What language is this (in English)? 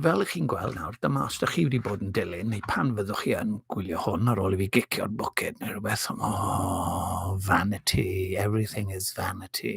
Welsh